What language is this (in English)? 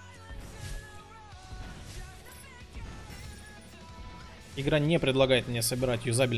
Russian